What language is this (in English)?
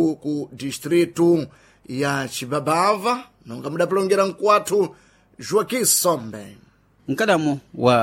Sena